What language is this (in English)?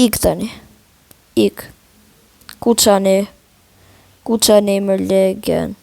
Albanian